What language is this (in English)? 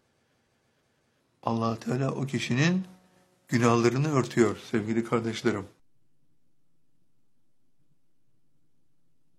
Turkish